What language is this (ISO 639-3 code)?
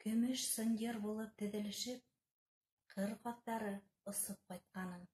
bak